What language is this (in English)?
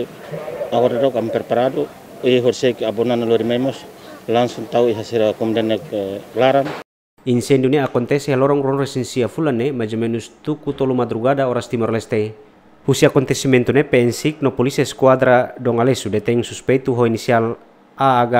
Tetum